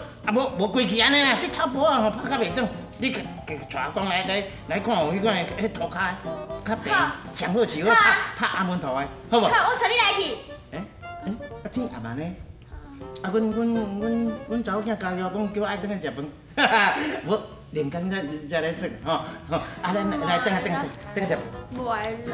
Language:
Min Nan Chinese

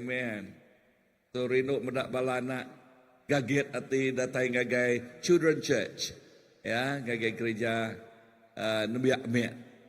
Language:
Iban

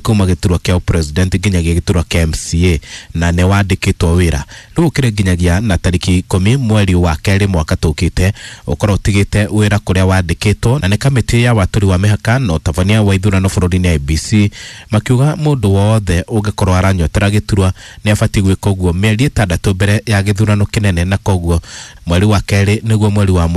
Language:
Kikuyu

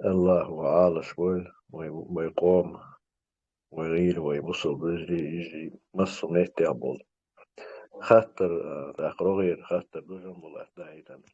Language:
Chechen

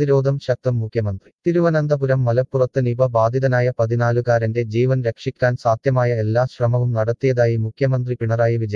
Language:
Malayalam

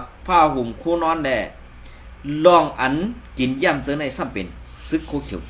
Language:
Shan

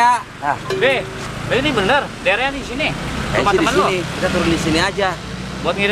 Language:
Betawi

